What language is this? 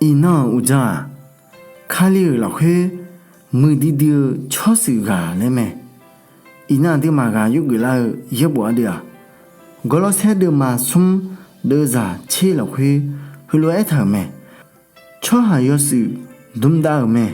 Akha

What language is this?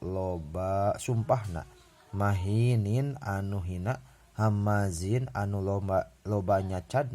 Sundanese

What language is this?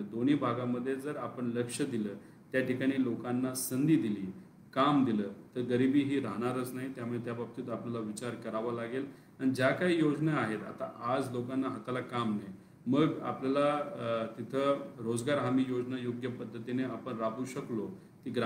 Marathi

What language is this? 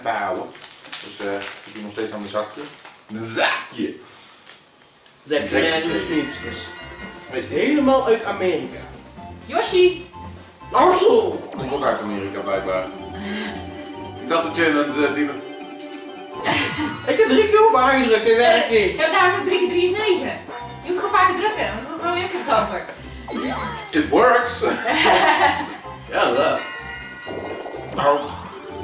Dutch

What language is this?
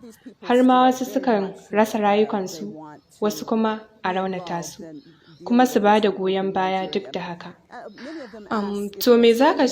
Hausa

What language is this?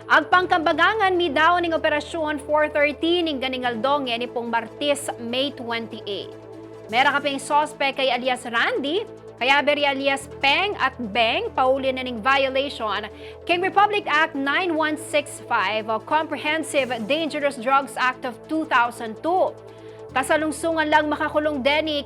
Pampanga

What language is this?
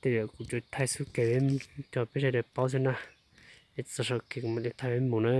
Hmong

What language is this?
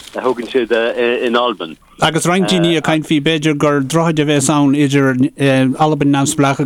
Irish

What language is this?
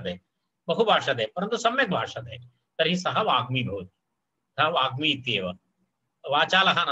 Sanskrit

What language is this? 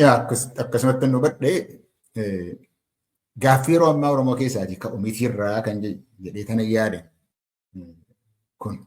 Oromo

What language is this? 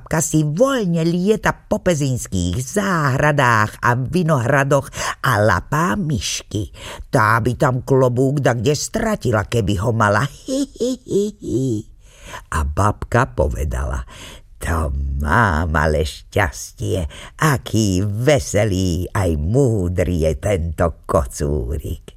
Slovak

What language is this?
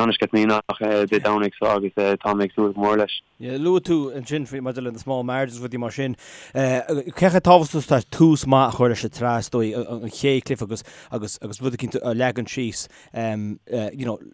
Irish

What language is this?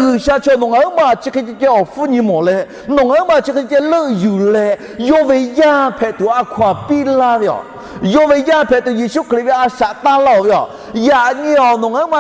Lahu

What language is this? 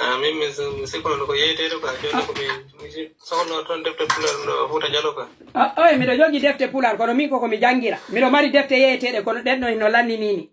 Pular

